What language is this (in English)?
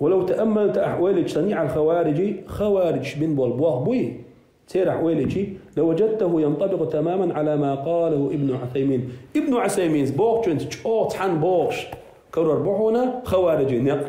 Chechen